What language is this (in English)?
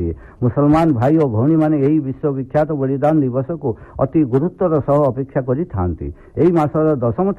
Odia